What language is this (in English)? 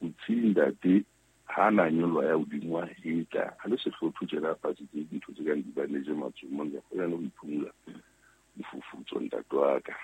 Southern Sotho